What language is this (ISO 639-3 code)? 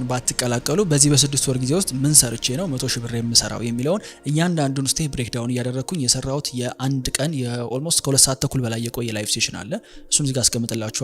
amh